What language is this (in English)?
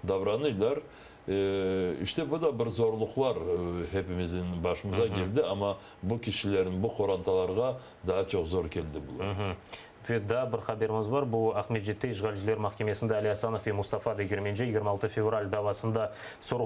Crimean Tatar